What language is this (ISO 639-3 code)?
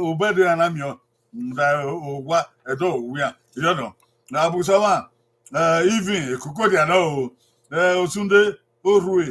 bin